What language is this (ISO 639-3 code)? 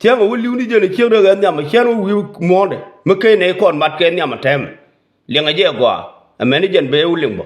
nus